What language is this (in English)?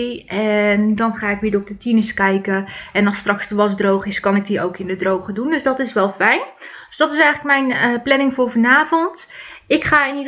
Dutch